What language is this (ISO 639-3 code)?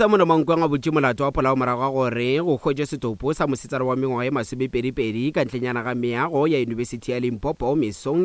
nso